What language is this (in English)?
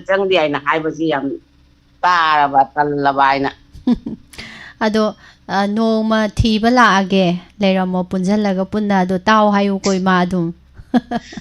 Manipuri